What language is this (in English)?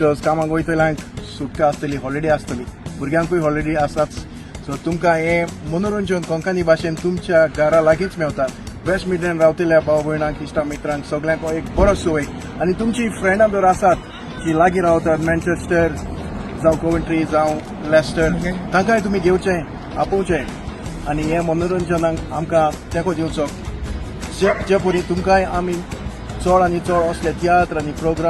Konkani